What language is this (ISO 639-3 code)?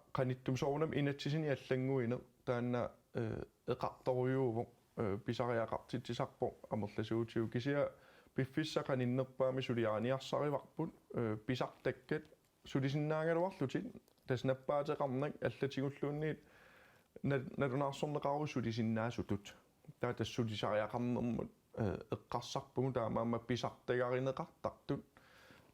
kal